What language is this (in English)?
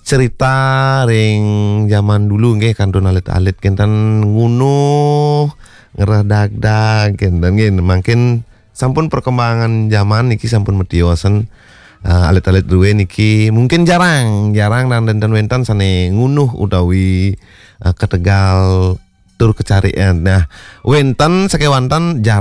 Balinese